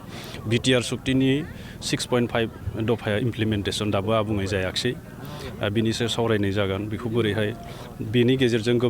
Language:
Bodo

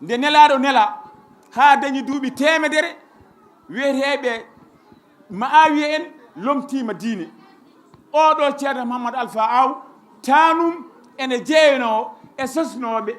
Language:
Fula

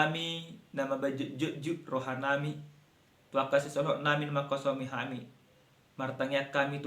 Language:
Batak Toba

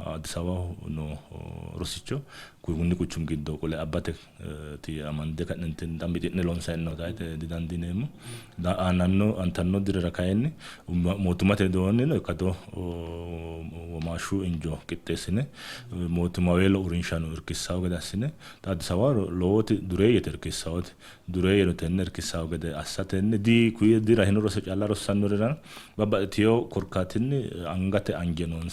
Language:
Sidamo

